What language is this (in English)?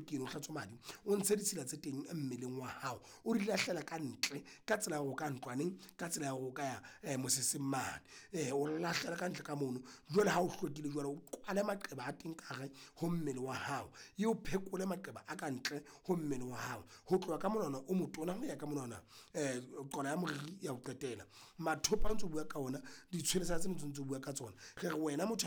Southern Sotho